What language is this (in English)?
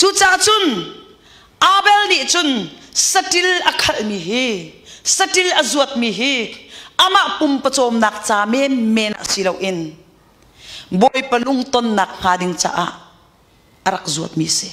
Hakha Chin